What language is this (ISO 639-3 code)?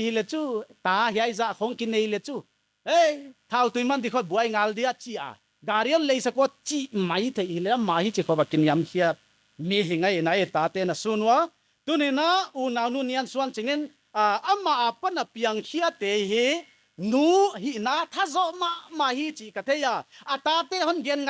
pck